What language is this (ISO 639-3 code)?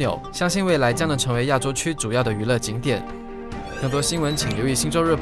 zho